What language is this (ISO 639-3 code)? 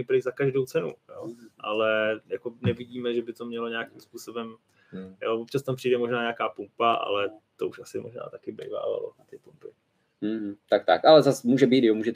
ces